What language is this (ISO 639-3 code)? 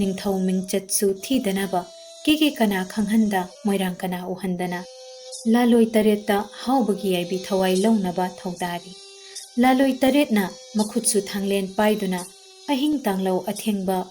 mni